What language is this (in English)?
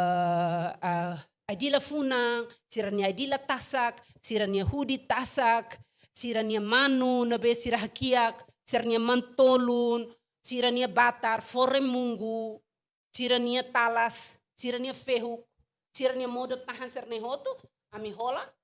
Tetum